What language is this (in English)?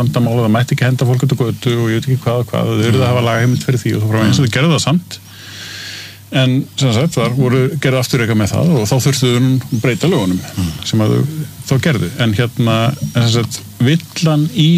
Icelandic